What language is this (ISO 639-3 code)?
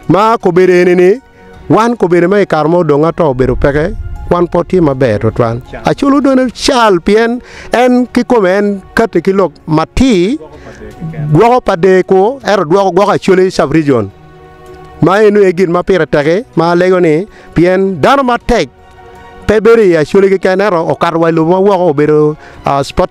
ach